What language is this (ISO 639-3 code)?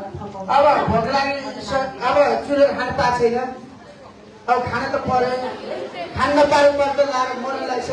nep